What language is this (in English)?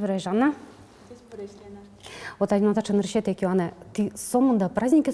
Udmurt